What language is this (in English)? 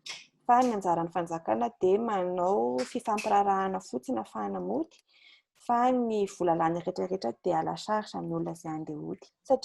Malagasy